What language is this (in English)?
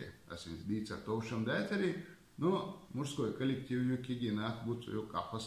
Chechen